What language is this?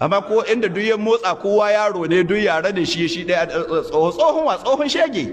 Hausa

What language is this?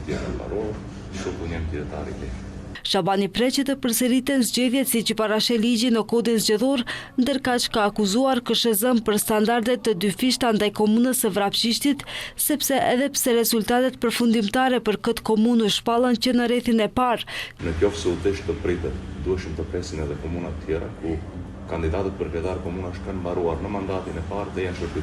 Albanian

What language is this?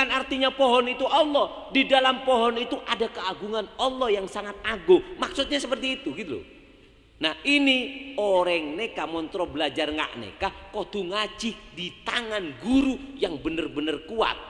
Madurese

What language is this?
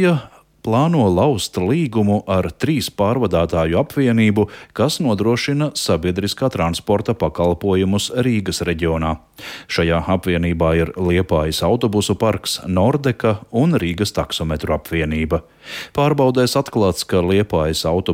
Latvian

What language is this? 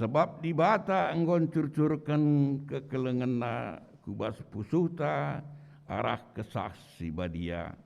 Batak Karo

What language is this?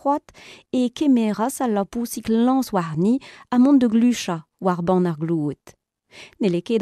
Breton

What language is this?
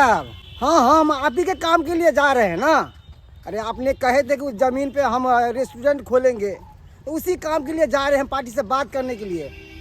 Maithili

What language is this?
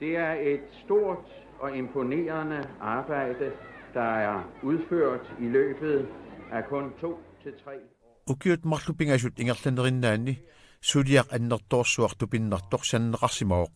Kalaallisut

